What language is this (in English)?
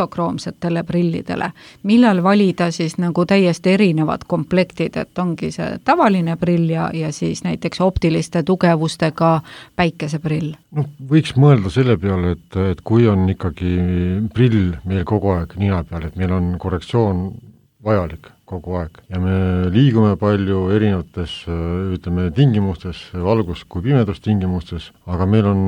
Estonian